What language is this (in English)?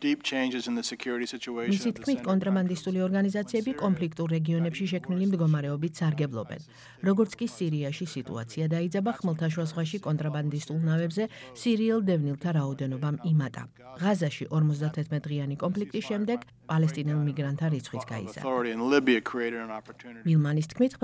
Georgian